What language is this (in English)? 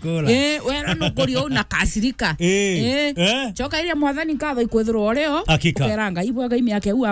Meru